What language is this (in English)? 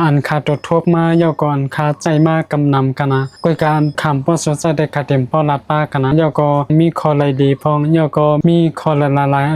Shan